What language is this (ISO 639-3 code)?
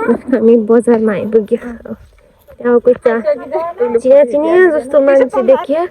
nep